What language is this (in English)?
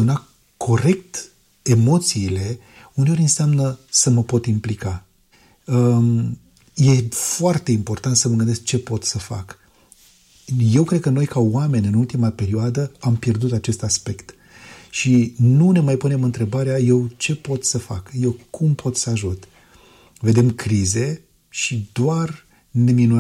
Romanian